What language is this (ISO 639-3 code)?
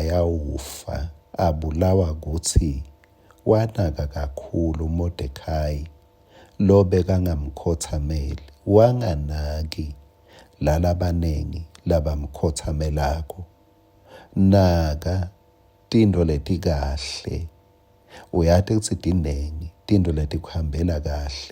ssw